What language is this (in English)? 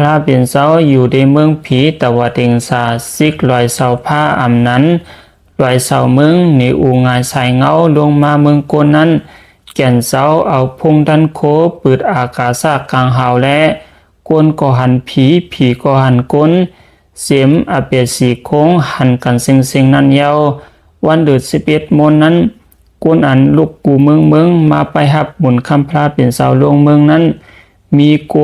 Shan